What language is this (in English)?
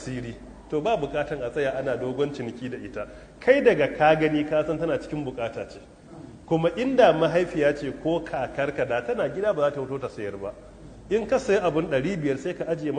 Hausa